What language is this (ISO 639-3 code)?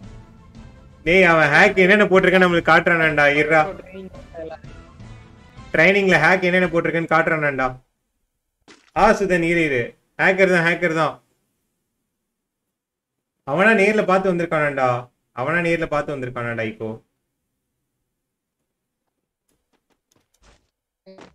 tam